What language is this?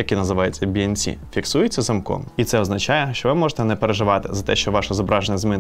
Ukrainian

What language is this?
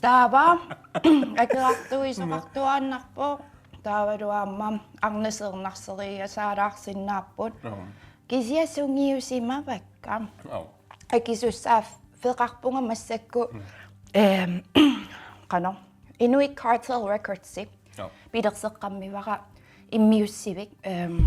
Kalaallisut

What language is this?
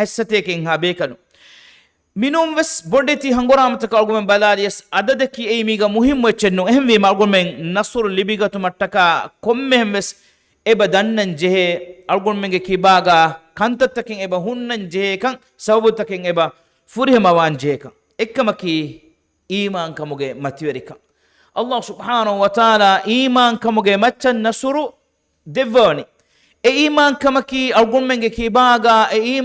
Divehi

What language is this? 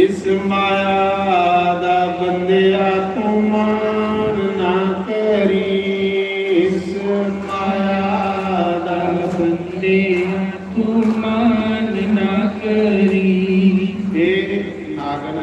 Dogri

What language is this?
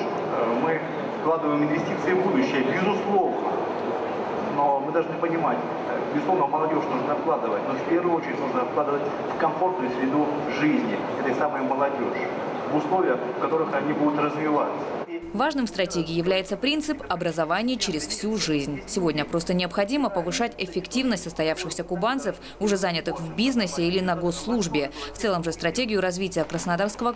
Russian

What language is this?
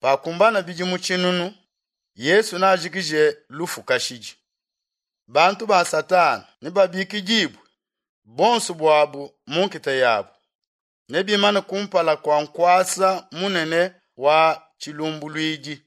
Luba-Lulua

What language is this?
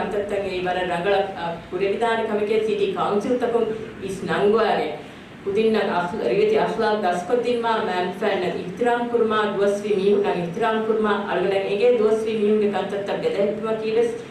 Divehi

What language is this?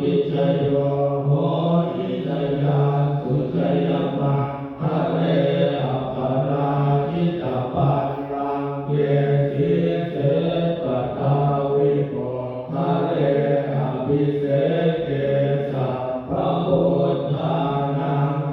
Pali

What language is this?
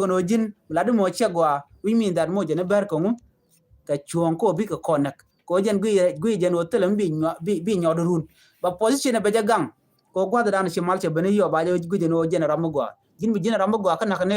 Nuer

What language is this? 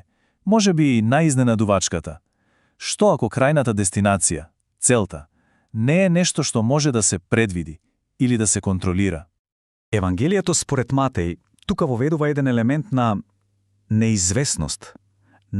Macedonian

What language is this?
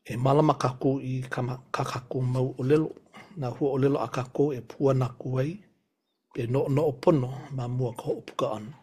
Hawaiian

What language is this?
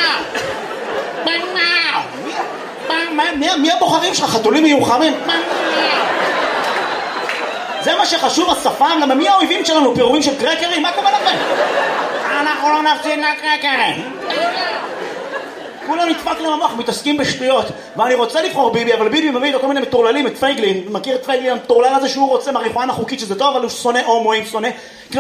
Hebrew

